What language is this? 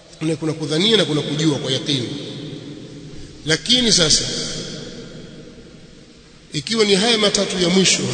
Swahili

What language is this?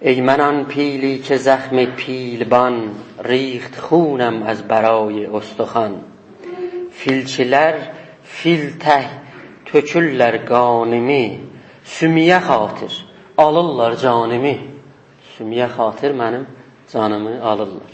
South Azerbaijani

